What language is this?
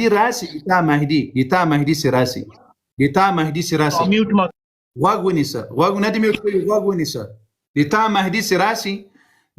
Pashto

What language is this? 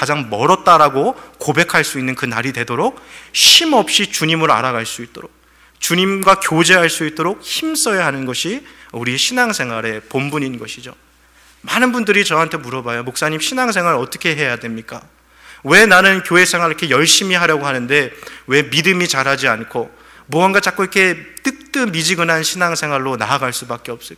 Korean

